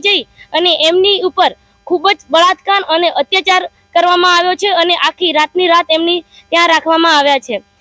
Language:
Gujarati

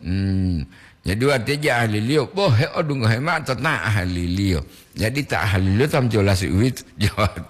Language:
Gorontalo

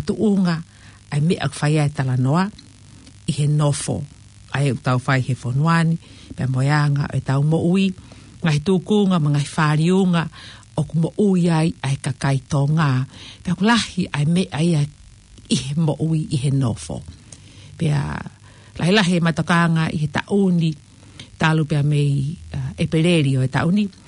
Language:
Tongan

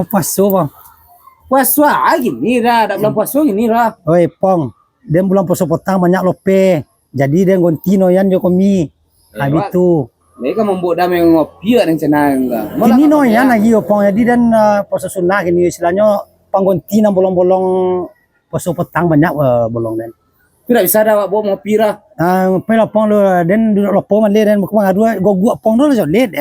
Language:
Minangkabau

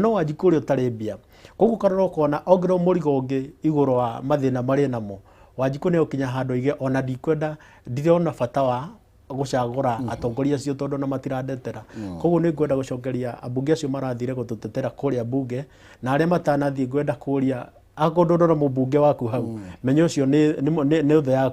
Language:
Kikuyu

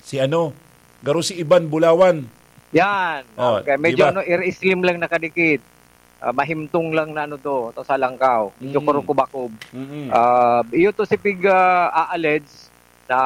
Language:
Bikol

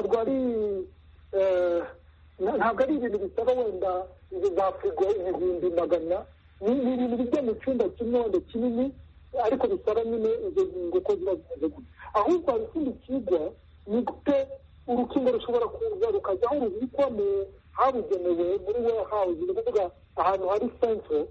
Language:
Kinyarwanda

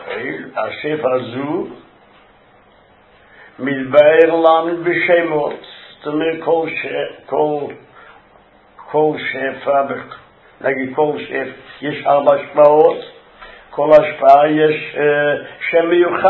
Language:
Hebrew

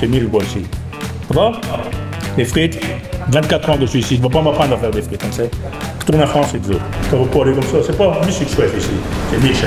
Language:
Picard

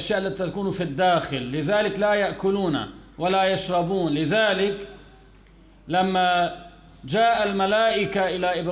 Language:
Arabic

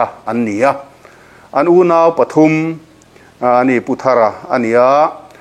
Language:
Mizo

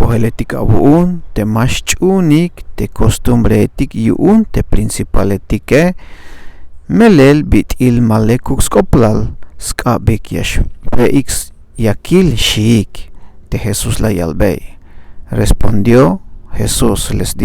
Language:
Tzeltal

